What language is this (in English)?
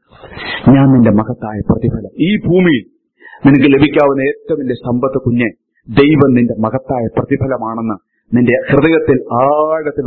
Malayalam